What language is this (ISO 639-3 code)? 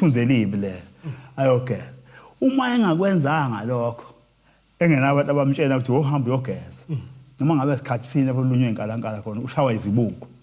zul